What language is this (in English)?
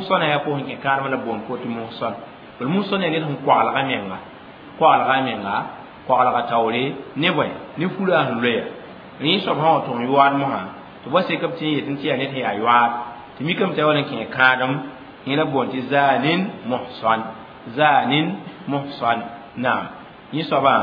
Mossi